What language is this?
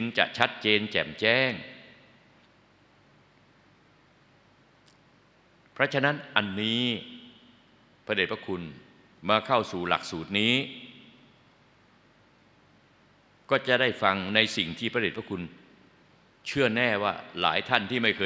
Thai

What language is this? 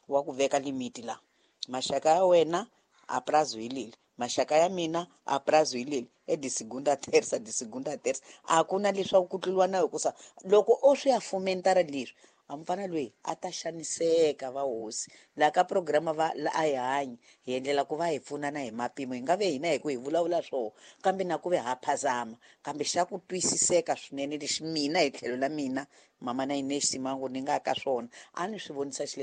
Tsonga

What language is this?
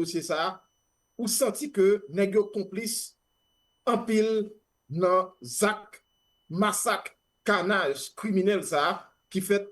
Haitian Creole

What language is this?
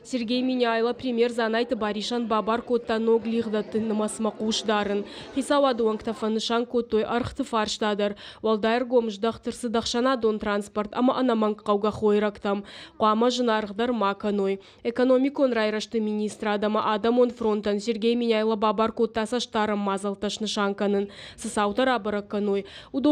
Ossetic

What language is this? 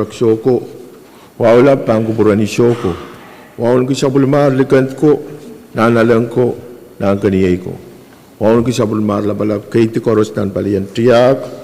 Pohnpeian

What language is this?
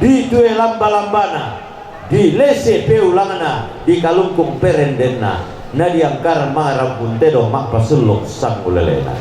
Toraja-Sa'dan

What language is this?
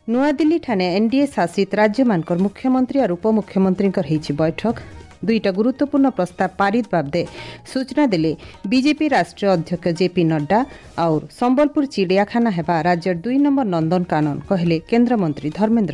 Odia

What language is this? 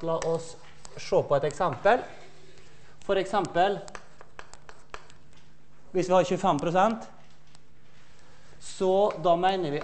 Norwegian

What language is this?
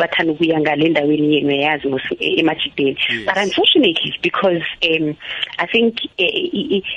South Ndebele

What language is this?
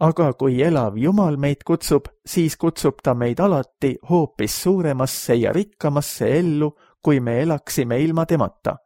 Estonian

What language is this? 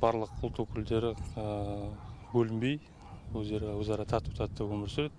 Kazakh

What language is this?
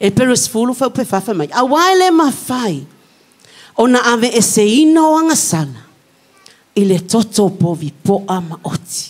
Samoan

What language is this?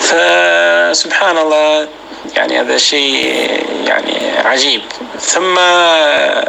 North Levantine Arabic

